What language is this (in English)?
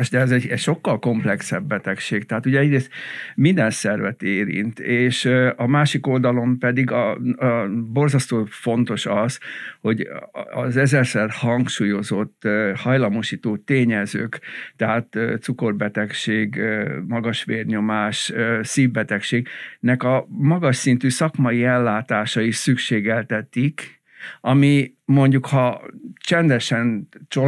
Hungarian